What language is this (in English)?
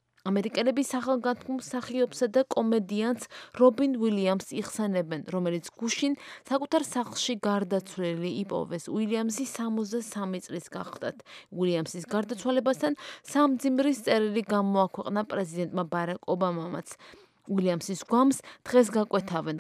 Georgian